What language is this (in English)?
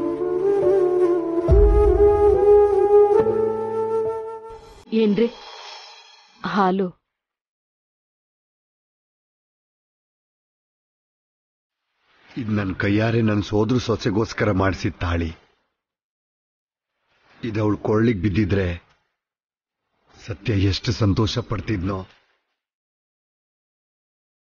Kannada